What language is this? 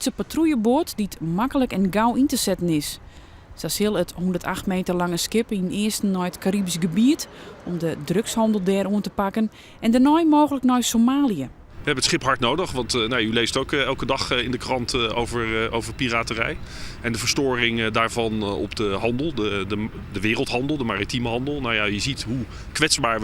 Western Frisian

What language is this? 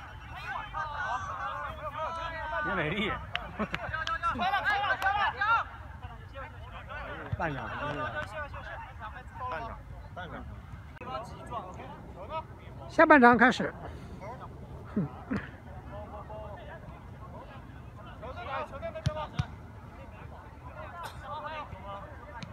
Chinese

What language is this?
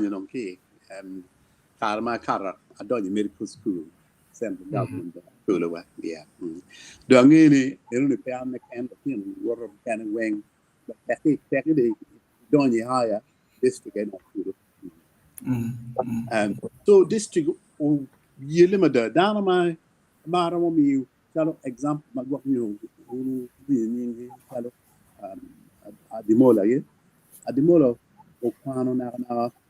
Acoli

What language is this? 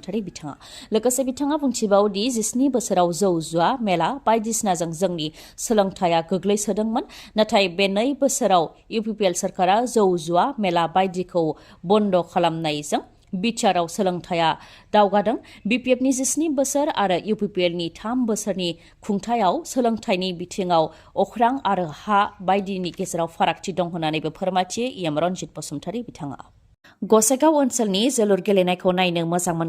Bodo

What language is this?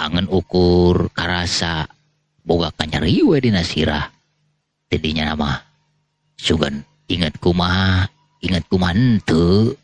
Sundanese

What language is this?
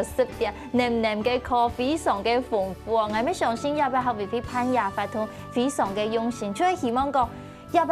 Hakka Chinese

